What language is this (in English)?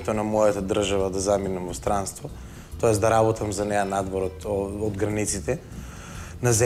Macedonian